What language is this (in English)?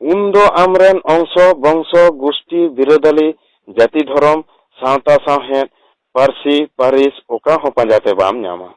Santali